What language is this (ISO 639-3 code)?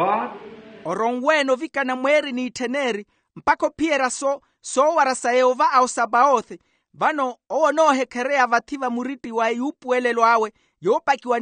vmw